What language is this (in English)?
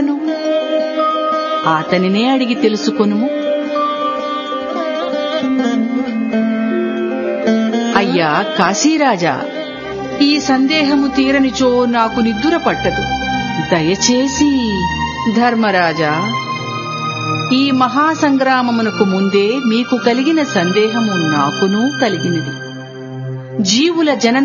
Telugu